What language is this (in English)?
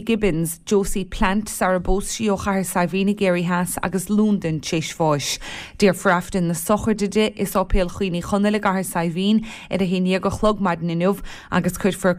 Irish